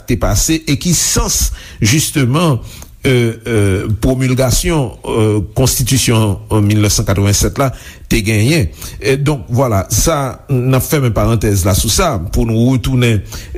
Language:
Haitian Creole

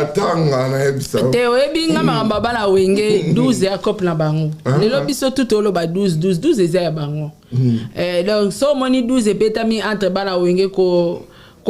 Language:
Lingala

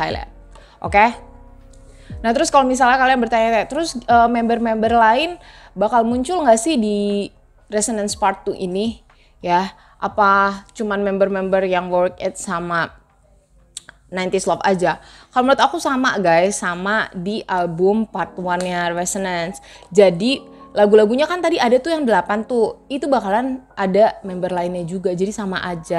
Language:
Indonesian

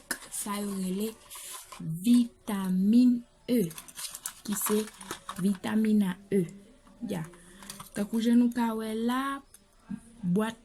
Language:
Haitian Creole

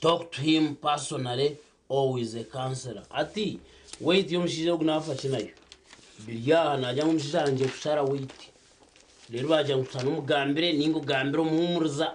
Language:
Nyankole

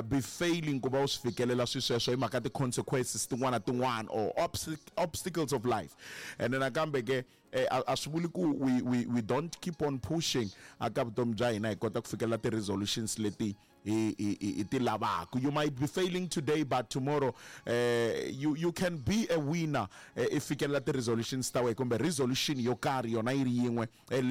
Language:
Tsonga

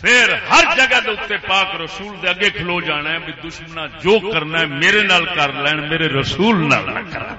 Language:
Saraiki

